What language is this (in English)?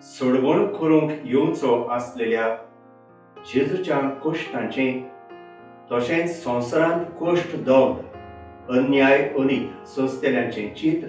Konkani